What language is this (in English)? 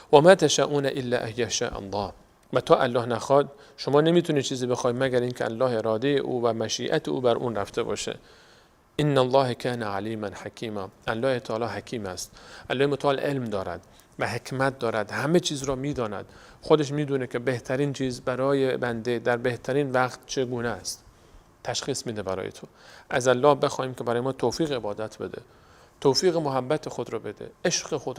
Persian